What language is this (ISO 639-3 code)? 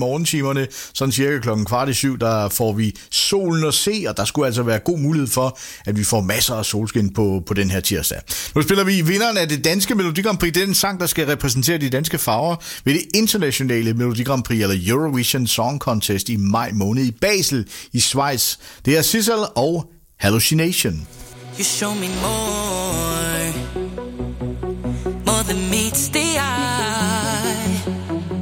dan